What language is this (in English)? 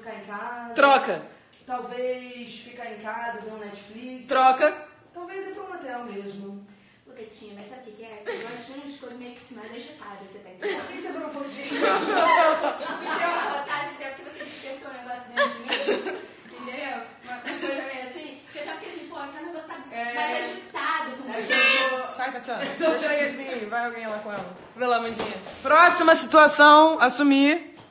Portuguese